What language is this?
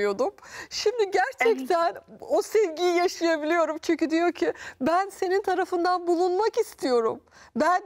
Turkish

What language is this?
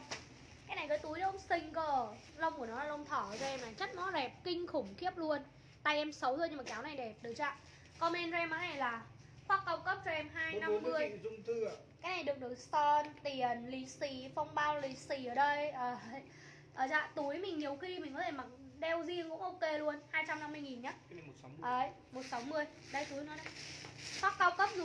Vietnamese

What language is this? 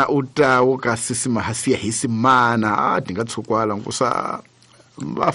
Tsonga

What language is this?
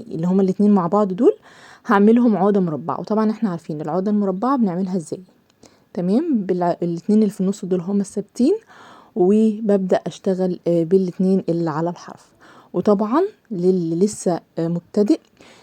Egyptian Arabic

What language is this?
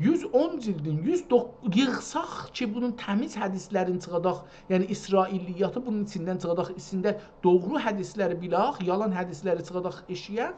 South Azerbaijani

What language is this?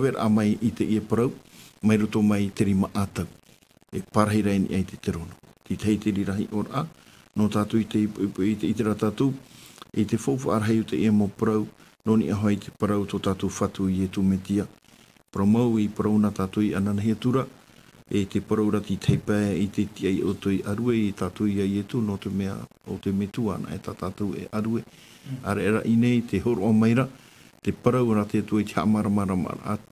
Tahitian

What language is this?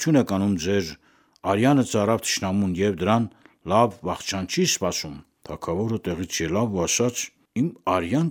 Armenian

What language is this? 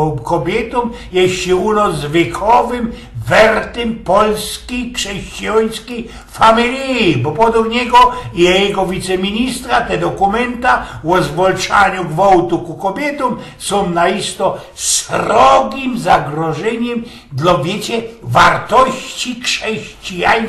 Silesian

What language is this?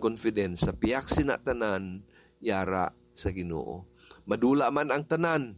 Hiligaynon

